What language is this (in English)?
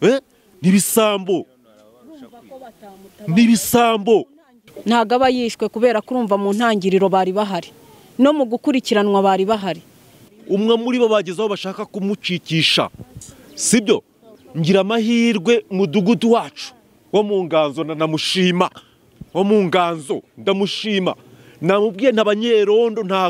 Kinyarwanda